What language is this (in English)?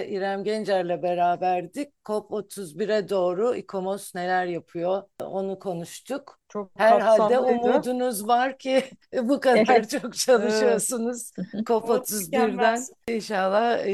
Turkish